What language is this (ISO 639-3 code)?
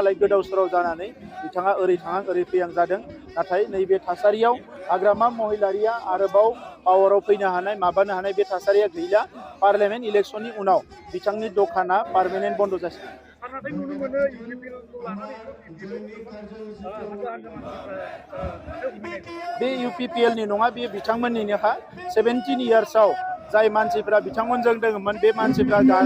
brx